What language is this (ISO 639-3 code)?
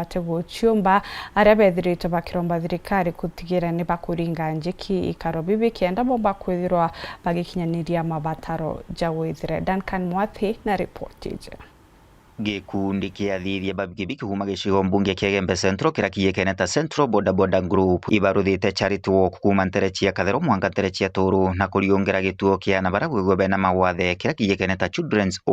mer